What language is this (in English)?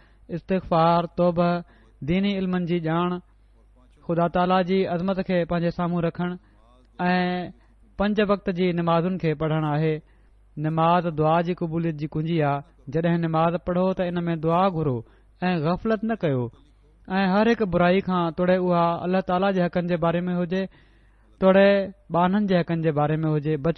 Sindhi